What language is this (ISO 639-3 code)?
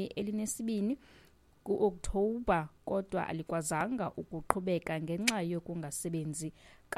xho